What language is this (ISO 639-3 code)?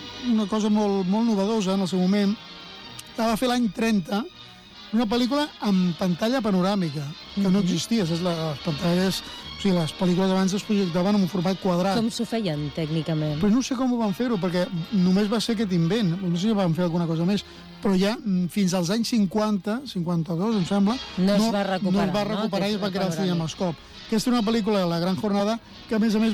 cat